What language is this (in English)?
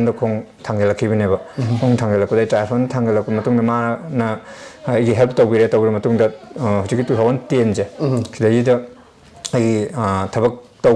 Manipuri